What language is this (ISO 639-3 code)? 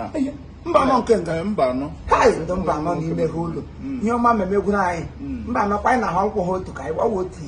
ibo